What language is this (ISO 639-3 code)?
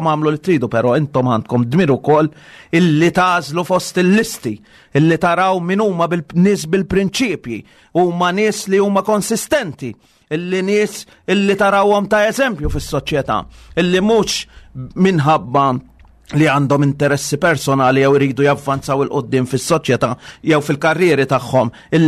mlt